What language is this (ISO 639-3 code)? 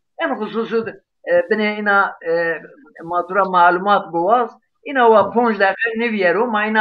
zza